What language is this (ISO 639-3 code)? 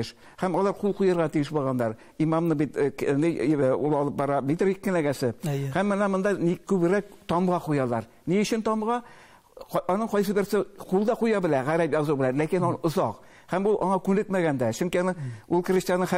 tat